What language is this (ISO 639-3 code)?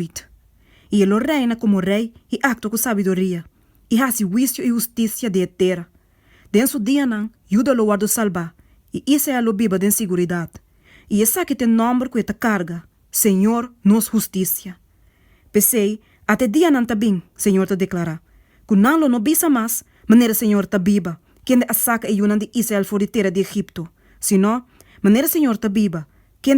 pap